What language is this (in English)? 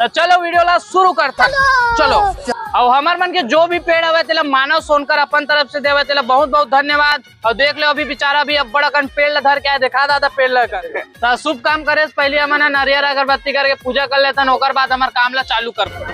Chhattisgarhi